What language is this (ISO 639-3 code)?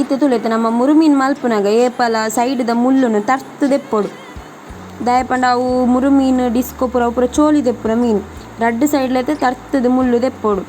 tcy